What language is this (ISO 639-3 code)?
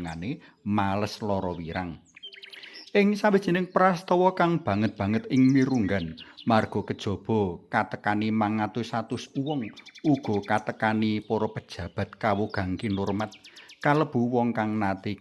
jav